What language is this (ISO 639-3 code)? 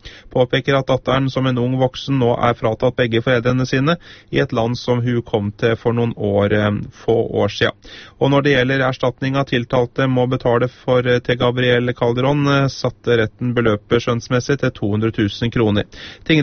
nor